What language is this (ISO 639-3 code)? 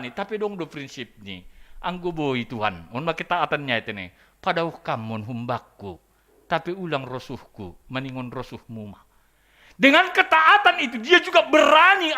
bts